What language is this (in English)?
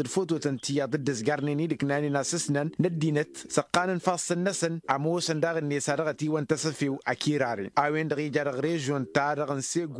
Tamasheq